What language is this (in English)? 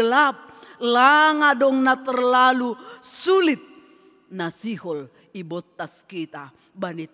Batak Simalungun